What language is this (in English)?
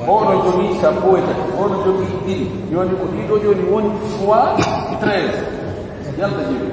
Pular